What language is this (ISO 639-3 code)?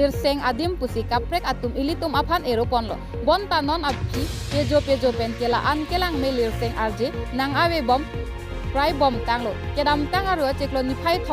mjw